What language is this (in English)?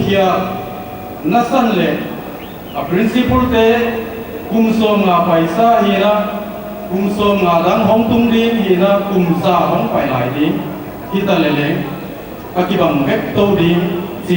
Paite Chin